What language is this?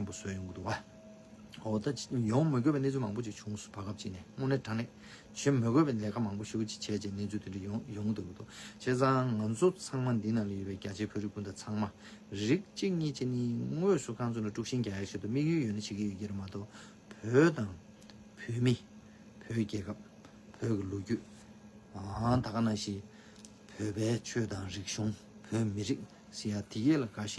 Tibetan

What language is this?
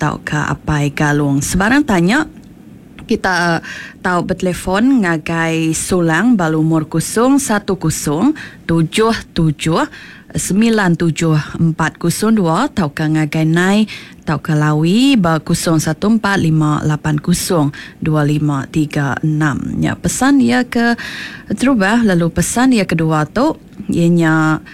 Iban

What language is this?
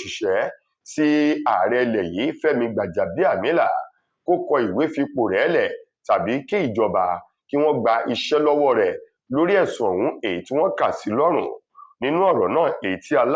Yoruba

